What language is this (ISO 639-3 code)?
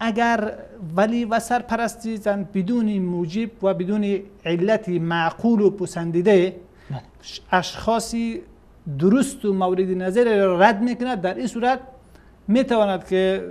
fas